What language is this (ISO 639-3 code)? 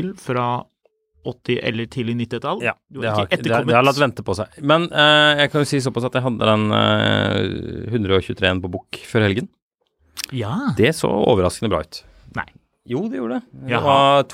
nor